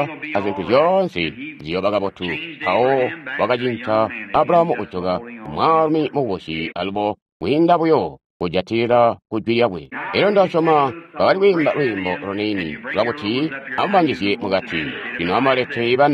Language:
Tonga (Zambia)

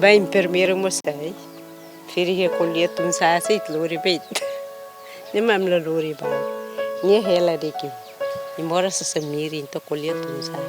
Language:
Tetum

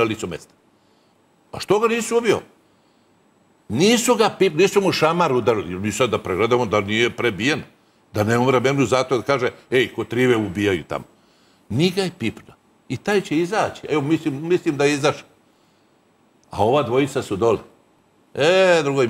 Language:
Serbian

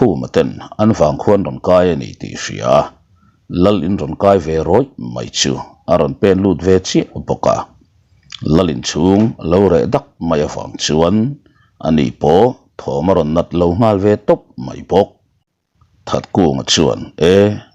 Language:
Mizo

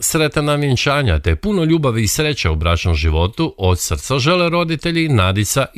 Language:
Croatian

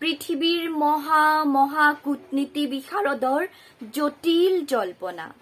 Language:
Assamese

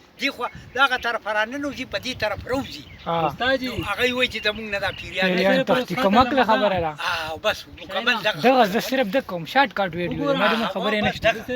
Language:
Pashto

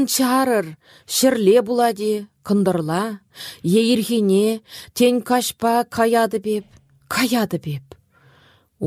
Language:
Chuvash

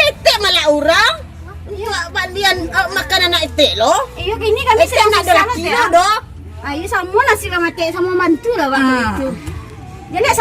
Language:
Minangkabau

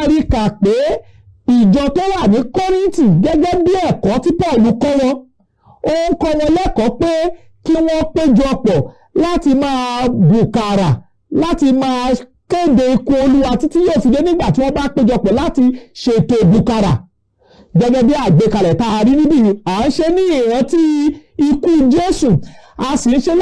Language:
Yoruba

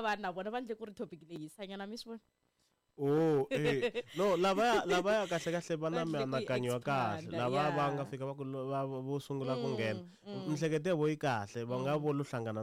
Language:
Tsonga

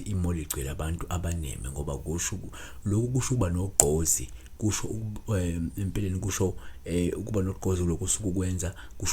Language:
Zulu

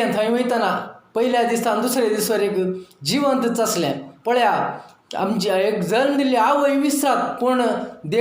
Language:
Konkani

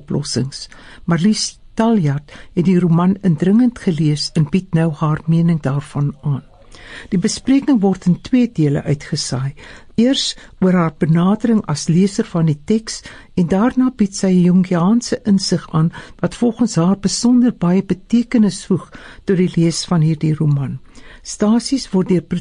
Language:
Afrikaans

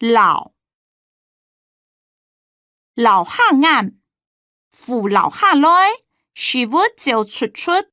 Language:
Hakka Chinese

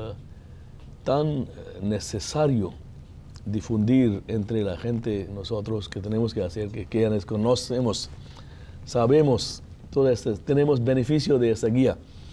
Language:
Spanish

